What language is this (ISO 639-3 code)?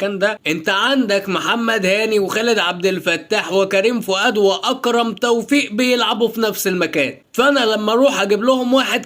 arz